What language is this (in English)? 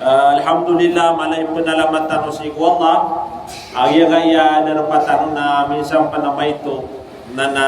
Maranao